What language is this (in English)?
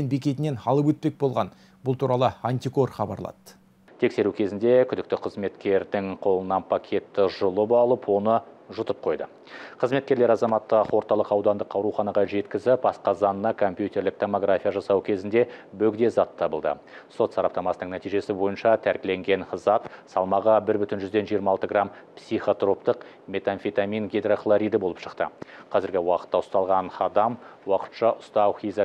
Kazakh